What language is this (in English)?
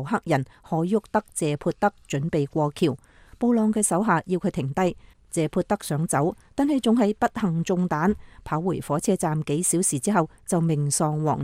Cantonese